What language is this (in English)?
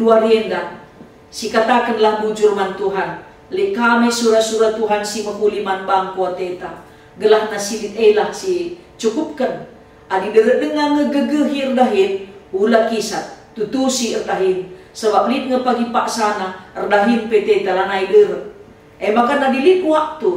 Batak Karo